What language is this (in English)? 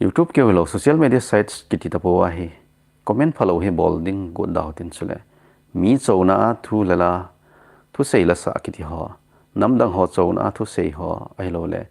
Thado Chin